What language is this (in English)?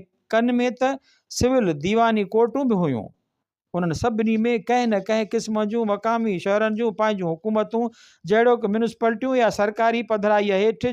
Sindhi